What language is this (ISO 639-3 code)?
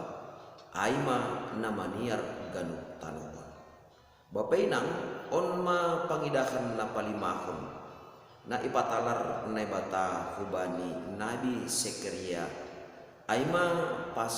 bts